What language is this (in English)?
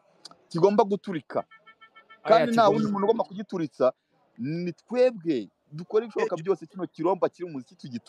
Kinyarwanda